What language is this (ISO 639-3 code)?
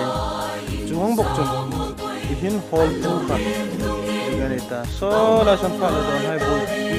hmr